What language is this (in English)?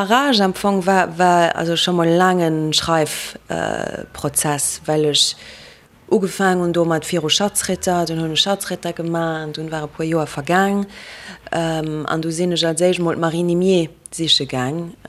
Luxembourgish